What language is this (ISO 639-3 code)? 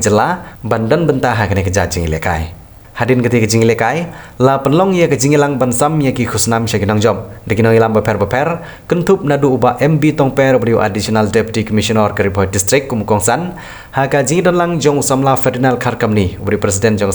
kha